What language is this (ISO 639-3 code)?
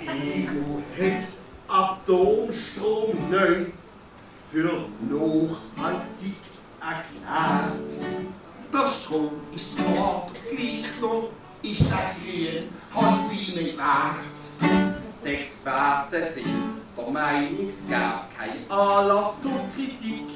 gsw